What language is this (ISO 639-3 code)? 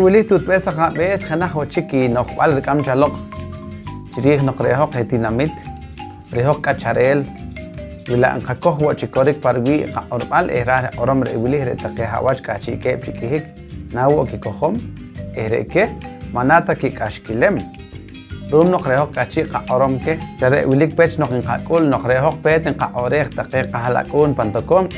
poh